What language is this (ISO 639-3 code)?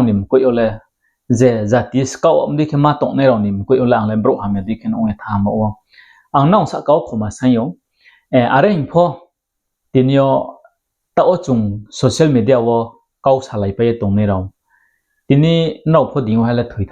ria